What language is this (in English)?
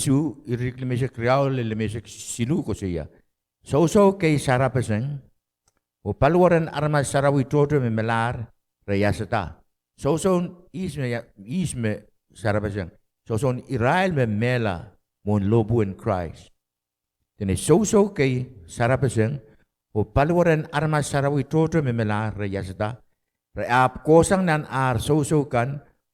Pohnpeian